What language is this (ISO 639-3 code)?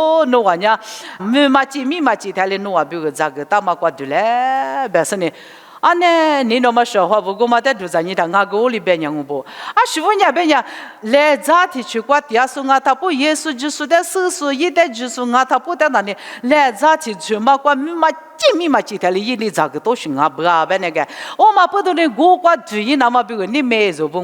lis